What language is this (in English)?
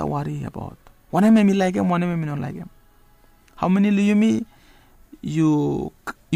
Bislama